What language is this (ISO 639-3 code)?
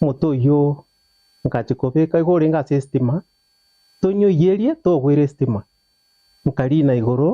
guz